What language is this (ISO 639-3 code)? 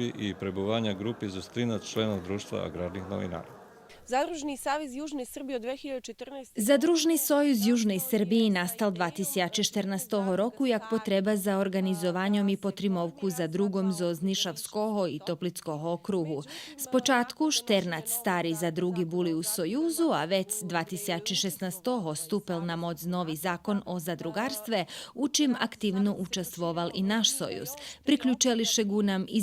rue